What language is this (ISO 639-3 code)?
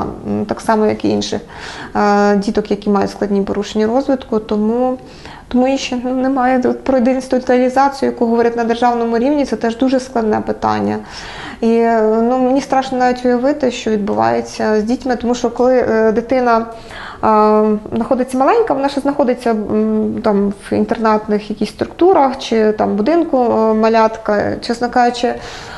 ukr